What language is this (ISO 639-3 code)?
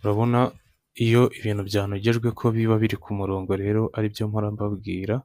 kin